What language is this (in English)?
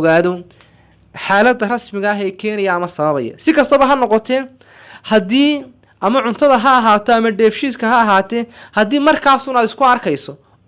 Somali